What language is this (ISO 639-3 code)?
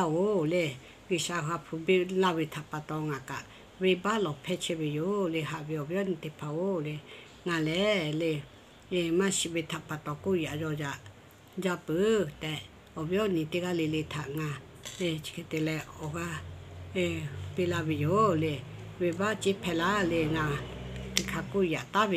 lhu